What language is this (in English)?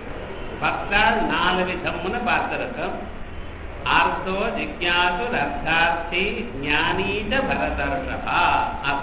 Tamil